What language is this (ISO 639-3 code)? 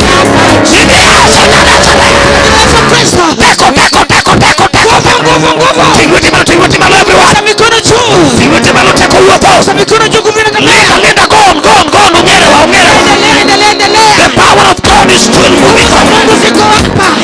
luo